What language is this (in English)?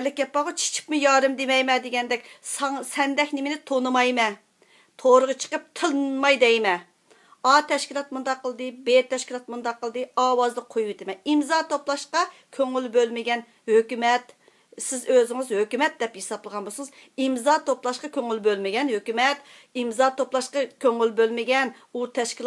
Uyghur